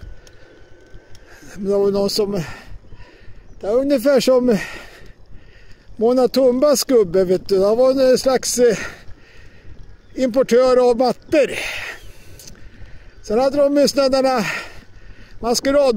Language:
Swedish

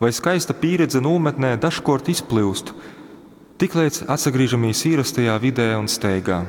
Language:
Latgalian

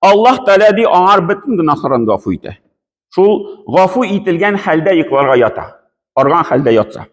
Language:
Tatar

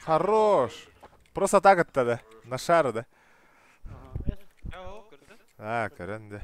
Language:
Yakut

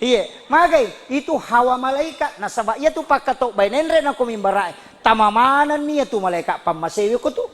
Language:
Buginese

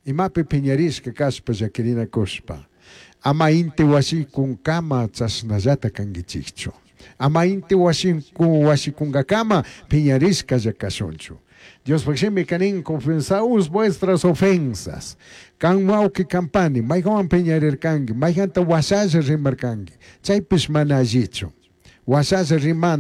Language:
Chimborazo Highland Quichua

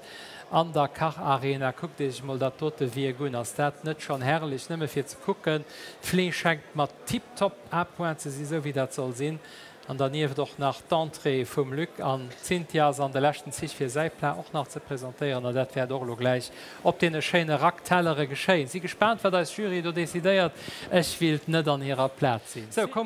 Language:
Luxembourgish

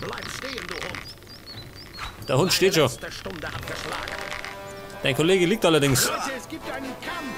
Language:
Bavarian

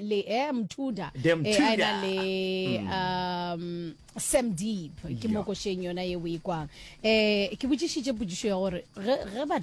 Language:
Northern Sotho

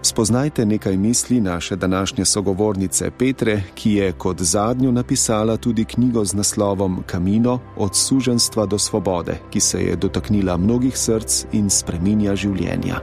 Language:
Slovenian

